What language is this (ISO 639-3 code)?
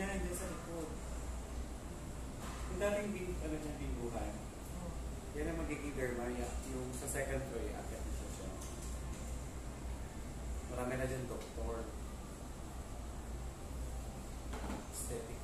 fil